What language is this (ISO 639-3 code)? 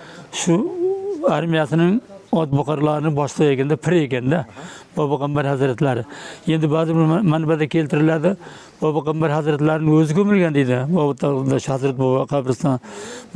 uzb